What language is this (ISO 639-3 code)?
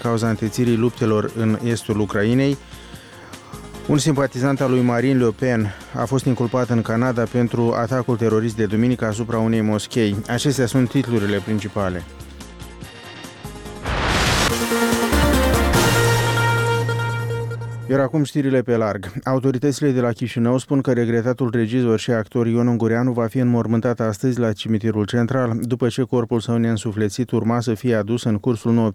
ron